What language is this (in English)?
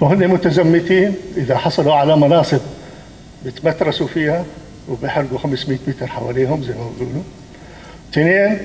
North Levantine Arabic